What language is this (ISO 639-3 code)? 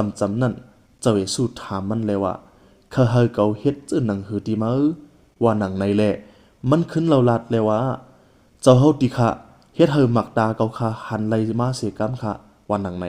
shn